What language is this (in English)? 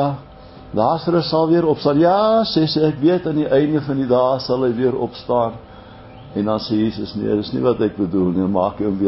Afrikaans